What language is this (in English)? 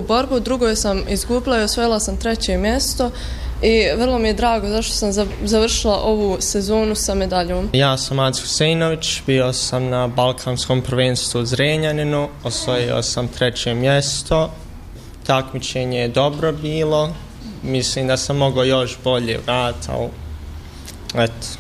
Bosnian